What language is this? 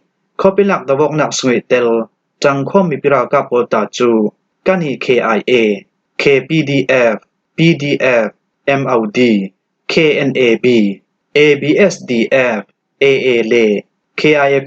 Falam Chin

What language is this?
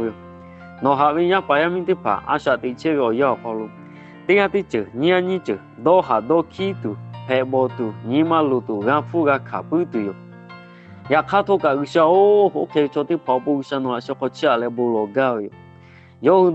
Lahu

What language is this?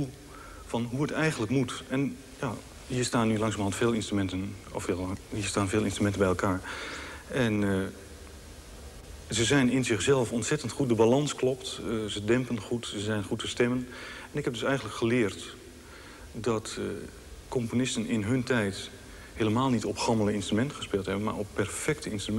Dutch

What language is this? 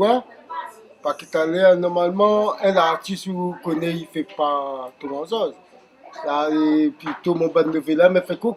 Réunion Creole French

